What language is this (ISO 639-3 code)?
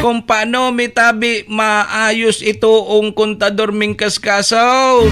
bik